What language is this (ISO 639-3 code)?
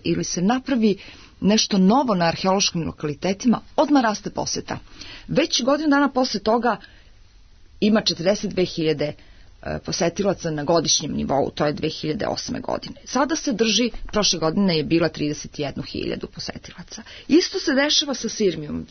srp